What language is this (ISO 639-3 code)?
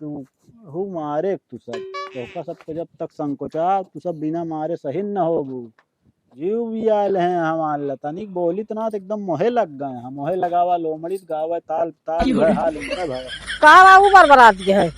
awa